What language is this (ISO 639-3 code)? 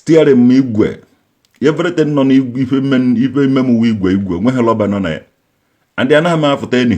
ibo